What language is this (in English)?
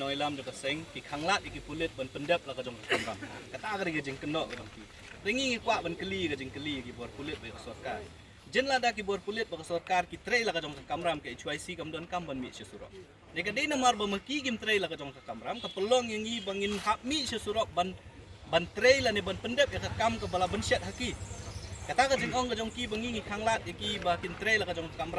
Khasi